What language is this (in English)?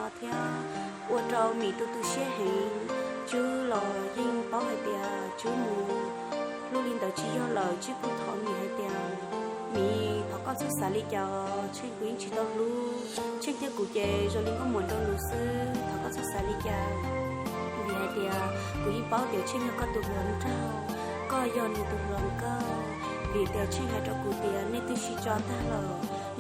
Hmong